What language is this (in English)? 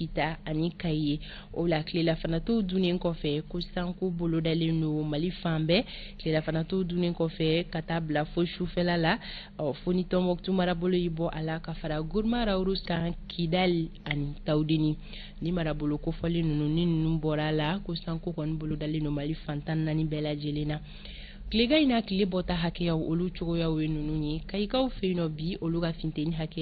Bambara